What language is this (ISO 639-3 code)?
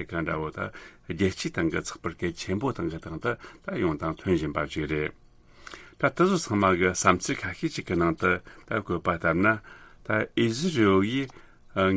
bod